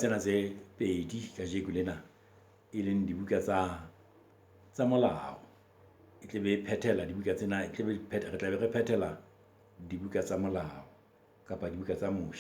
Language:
Southern Sotho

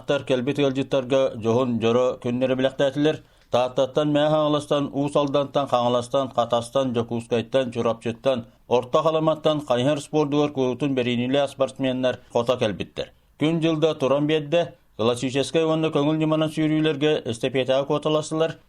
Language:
Yakut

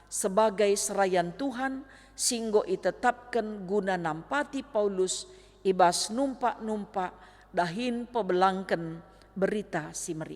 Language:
Batak Karo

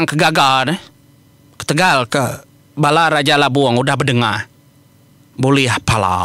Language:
Iban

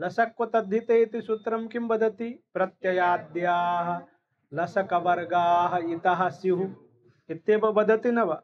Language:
Sanskrit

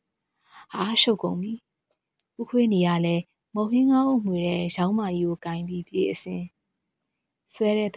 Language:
Burmese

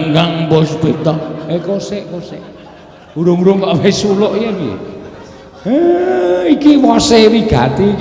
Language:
Javanese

